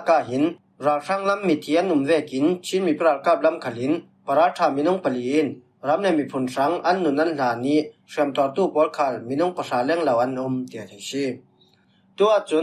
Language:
Falam Chin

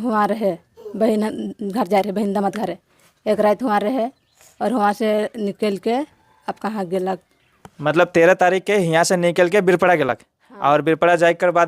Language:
Sadri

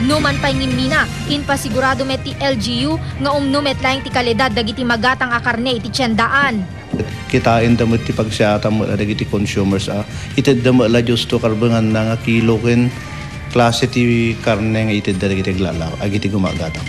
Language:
Iloko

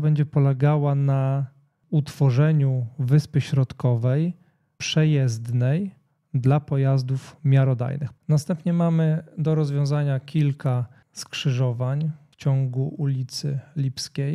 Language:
Polish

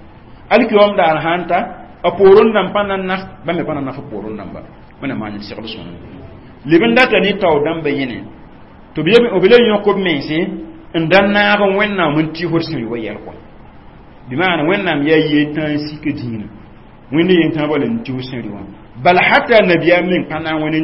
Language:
Mossi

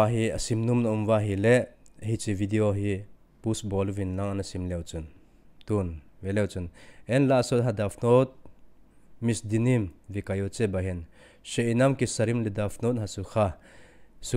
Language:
Thado Chin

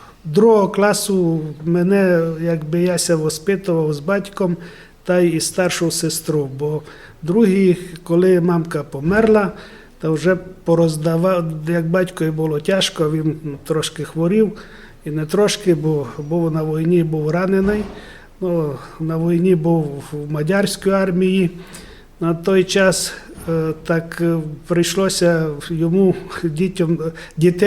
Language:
Rusyn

